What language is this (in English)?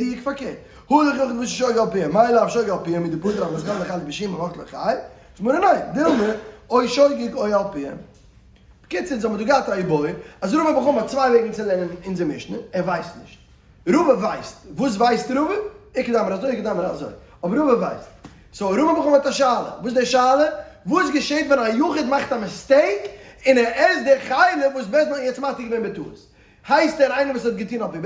Yiddish